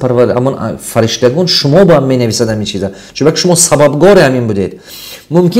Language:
Tajik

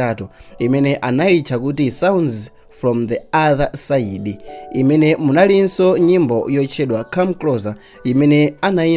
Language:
Nyanja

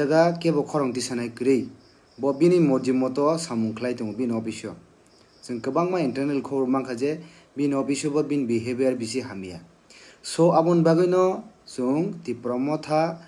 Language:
Kok Borok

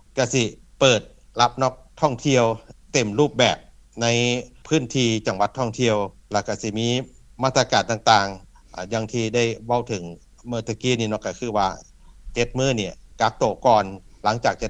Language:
Lao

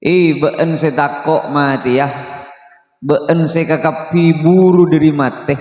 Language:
Madurese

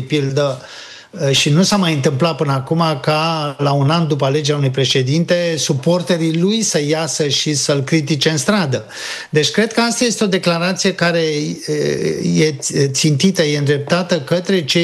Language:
Romanian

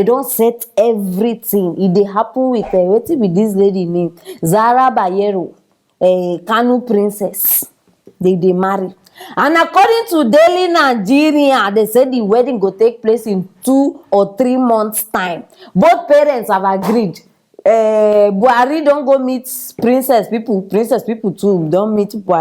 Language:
Nigerian Pidgin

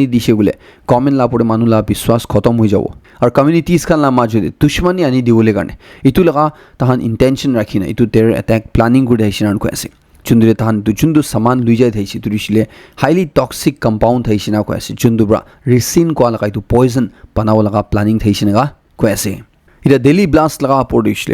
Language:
Naga Pidgin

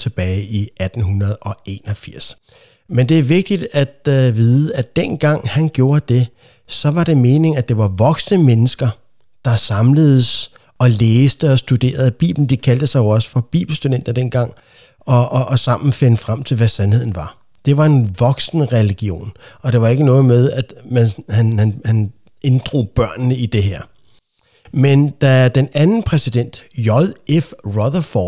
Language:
Danish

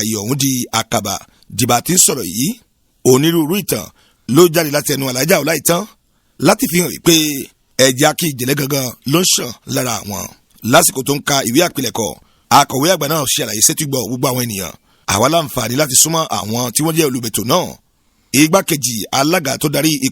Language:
Yoruba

